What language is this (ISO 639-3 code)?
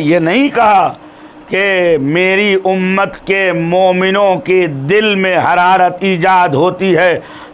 urd